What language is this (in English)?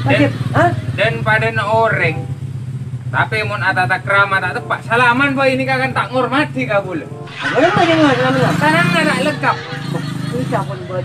Madurese